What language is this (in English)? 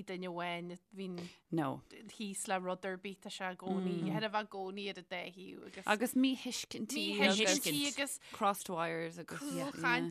Irish